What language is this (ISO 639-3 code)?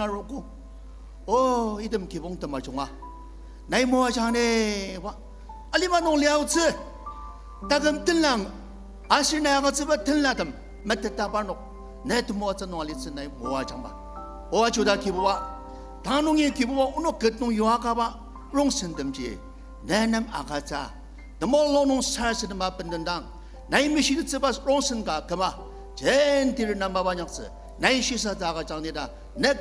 njo